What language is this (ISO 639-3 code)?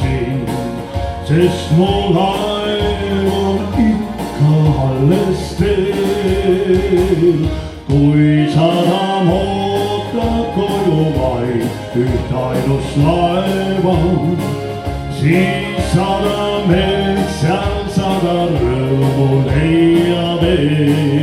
est